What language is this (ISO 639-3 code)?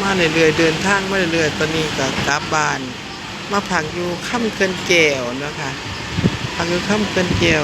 tts